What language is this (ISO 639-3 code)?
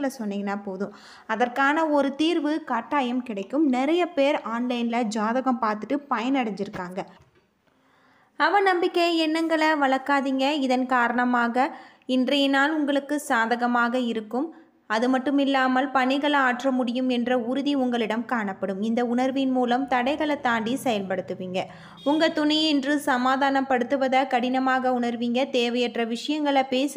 tam